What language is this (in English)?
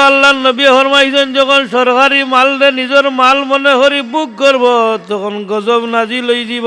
Sylheti